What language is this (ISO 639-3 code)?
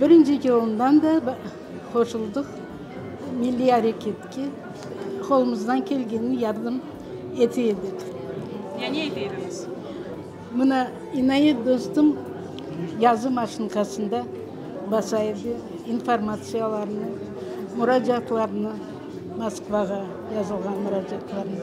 crh